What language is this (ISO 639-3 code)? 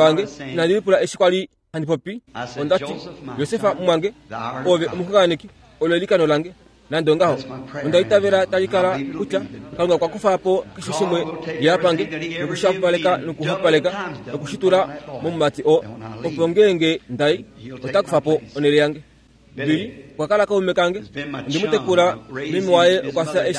kua